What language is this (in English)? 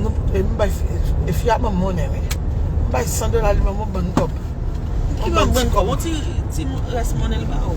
Haitian Creole